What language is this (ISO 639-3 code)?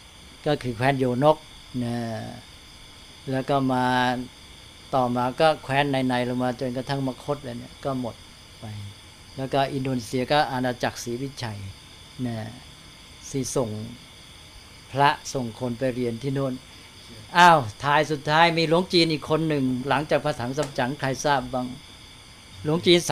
tha